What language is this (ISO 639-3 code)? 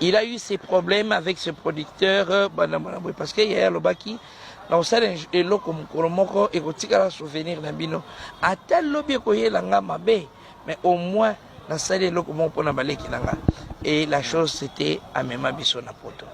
lin